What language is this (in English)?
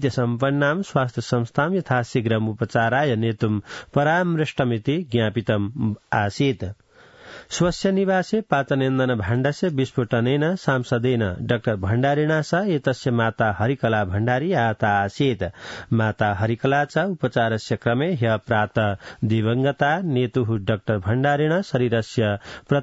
Sanskrit